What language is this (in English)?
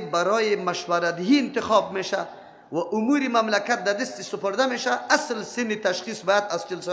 Persian